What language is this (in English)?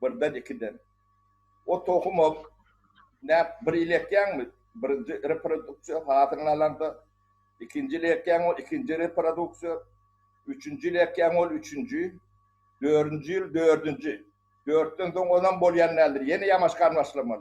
Turkmen